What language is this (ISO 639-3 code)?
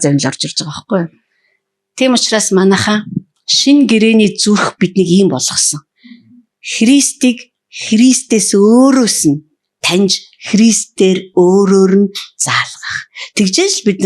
mon